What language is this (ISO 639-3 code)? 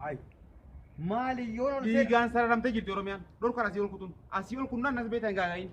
orm